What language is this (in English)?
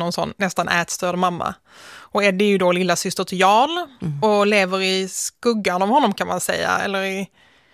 Swedish